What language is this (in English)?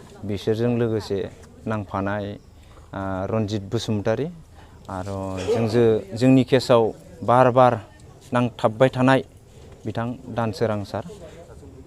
Bodo